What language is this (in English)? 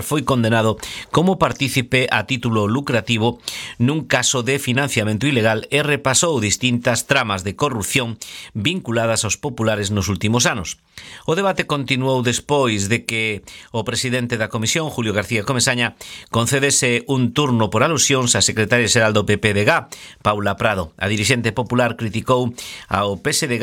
Galician